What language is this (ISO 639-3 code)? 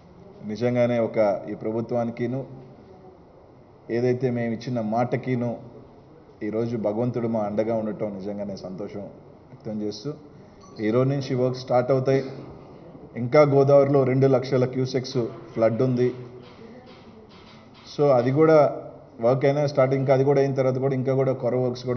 tel